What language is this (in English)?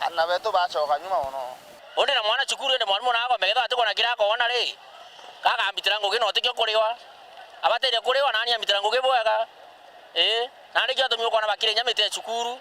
Meru